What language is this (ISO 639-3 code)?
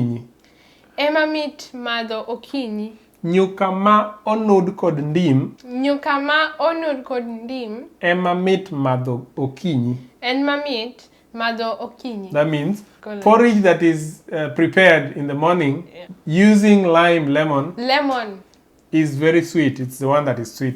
luo